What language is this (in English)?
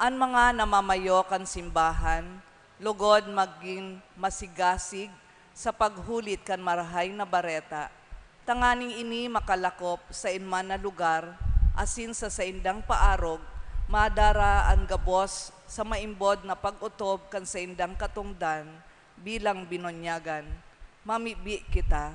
Bikol